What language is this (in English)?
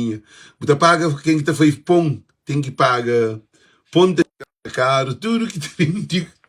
Kabuverdianu